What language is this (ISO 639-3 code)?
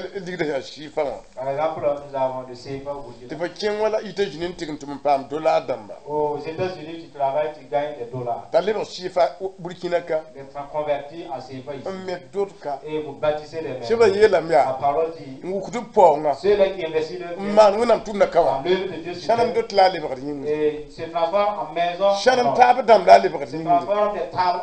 mos